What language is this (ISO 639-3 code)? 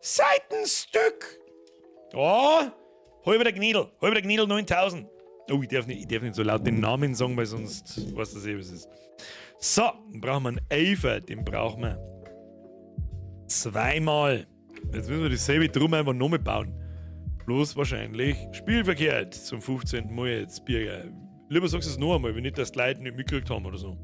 bar